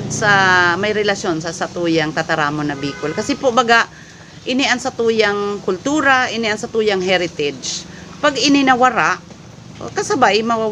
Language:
Bikol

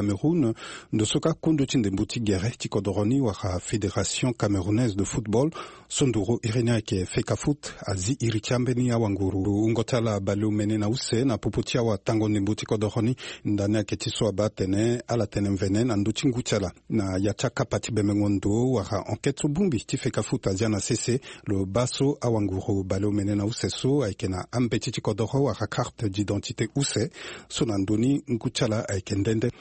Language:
Sango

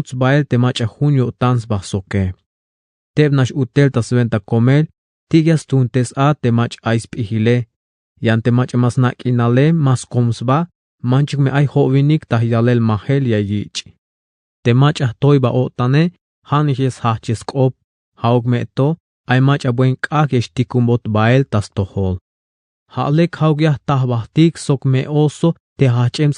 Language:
Tzeltal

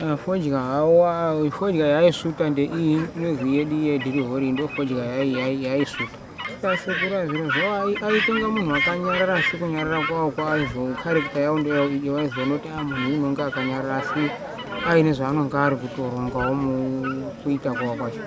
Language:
Shona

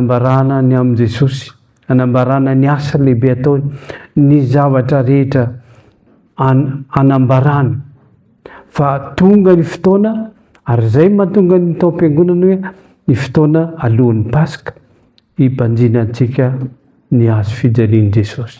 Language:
Malagasy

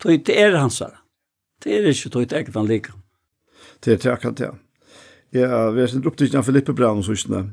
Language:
Faroese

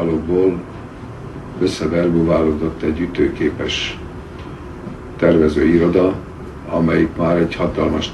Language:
Hungarian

